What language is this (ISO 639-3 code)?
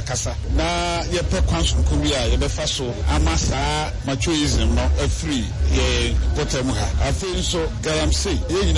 aka